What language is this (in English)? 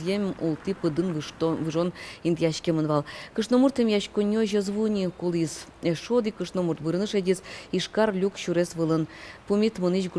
Udmurt